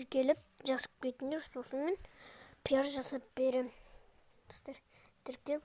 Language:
Kazakh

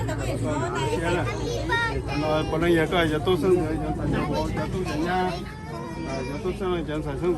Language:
Hmong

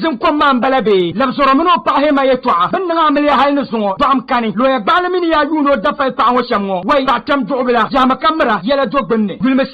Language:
Dagbani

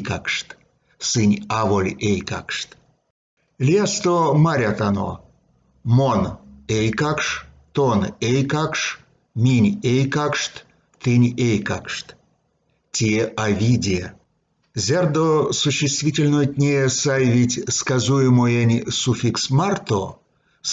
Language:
Erzya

